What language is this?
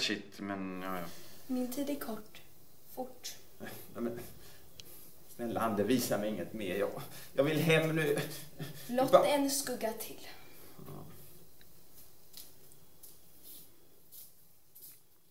Swedish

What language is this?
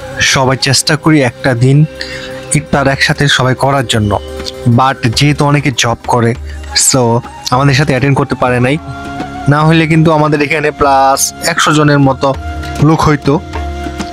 Bangla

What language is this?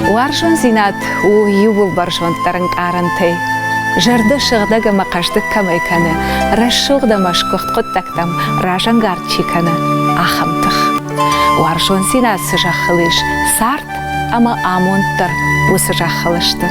Ossetic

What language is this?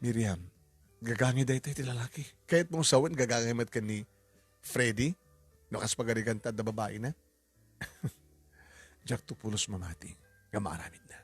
Iloko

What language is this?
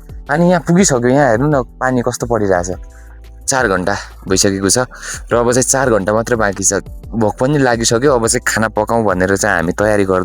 Nepali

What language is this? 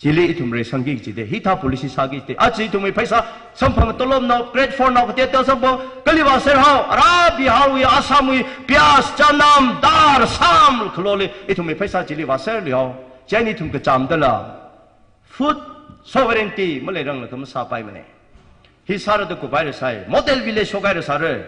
Tangkhul Naga (India)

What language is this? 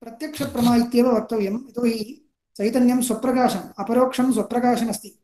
Sanskrit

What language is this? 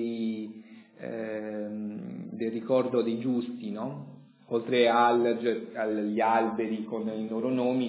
Italian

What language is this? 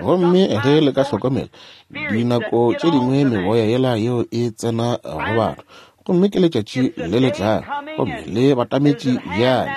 Northern Sotho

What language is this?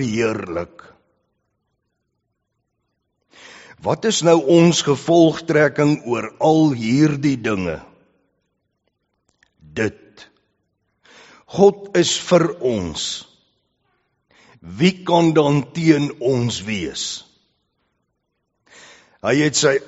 Afrikaans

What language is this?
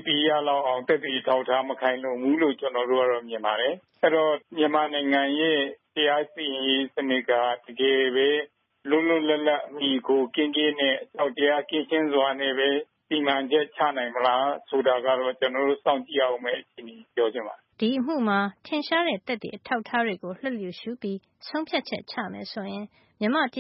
Burmese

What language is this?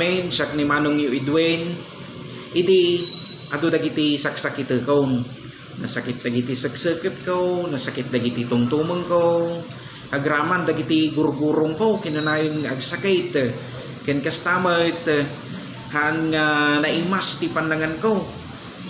Iloko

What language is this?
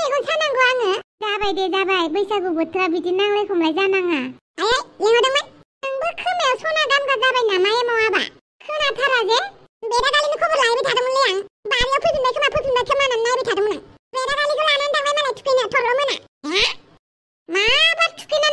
Bodo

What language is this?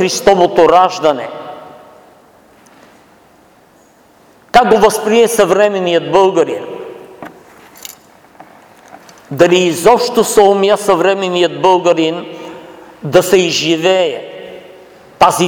Bulgarian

